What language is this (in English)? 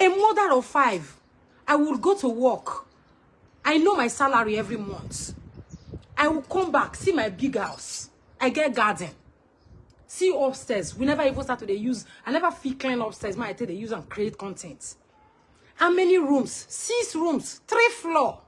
Nigerian Pidgin